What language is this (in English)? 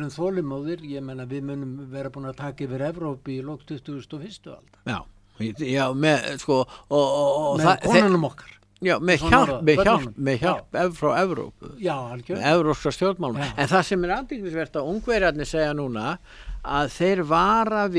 Icelandic